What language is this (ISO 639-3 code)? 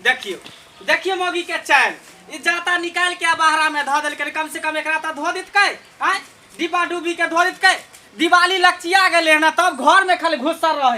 mai